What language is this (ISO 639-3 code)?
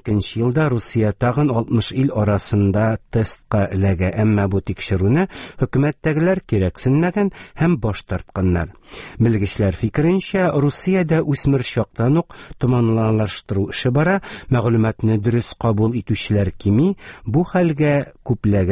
tat